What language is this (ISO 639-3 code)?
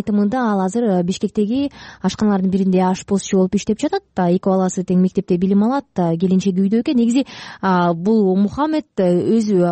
kir